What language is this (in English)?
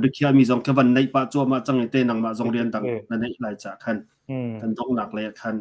Hakha Chin